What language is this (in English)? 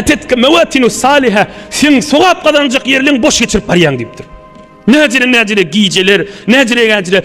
Turkmen